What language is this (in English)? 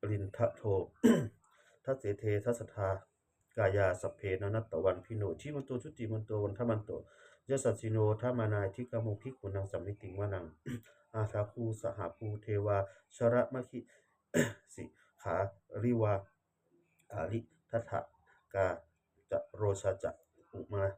Pali